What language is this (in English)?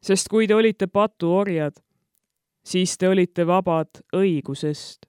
Estonian